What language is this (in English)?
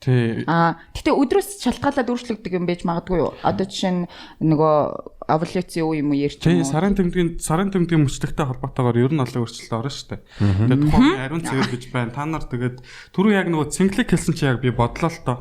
Mongolian